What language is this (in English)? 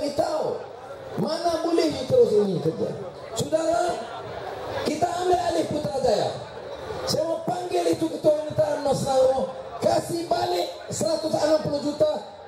Malay